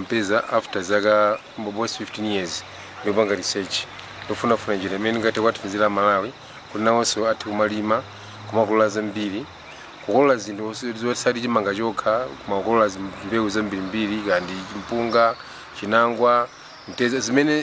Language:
Nyanja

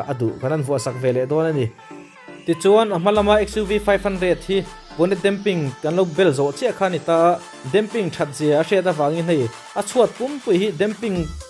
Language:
Mizo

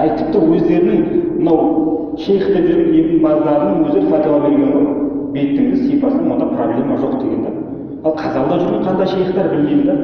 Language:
Kazakh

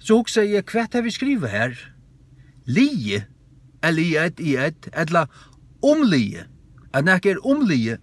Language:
Faroese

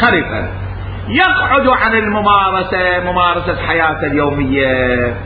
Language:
Mesopotamian Arabic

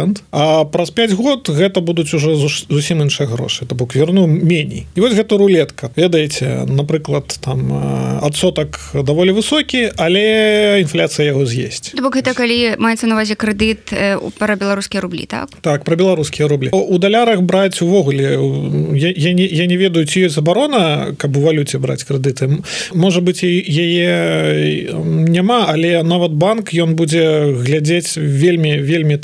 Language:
Belarusian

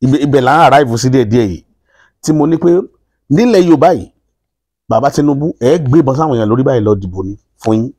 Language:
Yoruba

